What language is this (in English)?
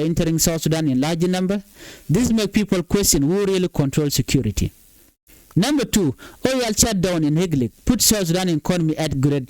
Nuer